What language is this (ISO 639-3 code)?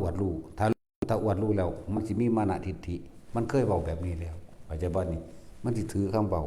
tts